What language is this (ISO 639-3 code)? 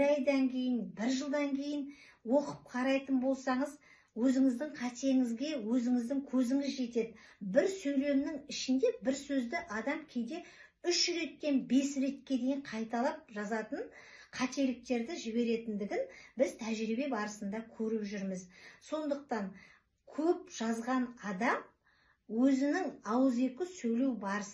kaz